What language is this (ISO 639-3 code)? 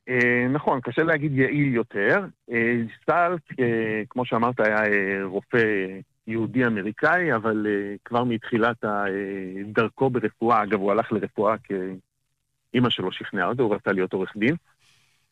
heb